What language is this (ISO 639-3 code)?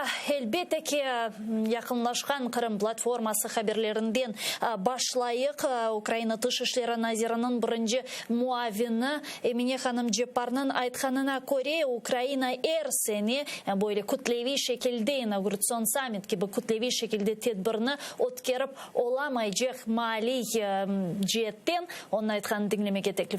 crh